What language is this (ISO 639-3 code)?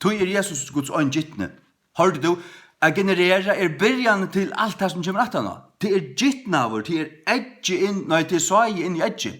fao